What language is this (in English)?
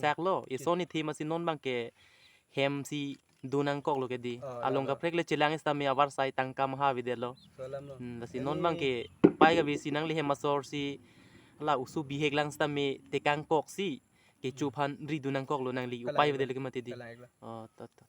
Karbi